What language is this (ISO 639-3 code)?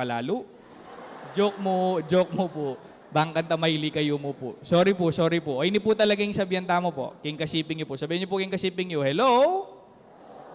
pam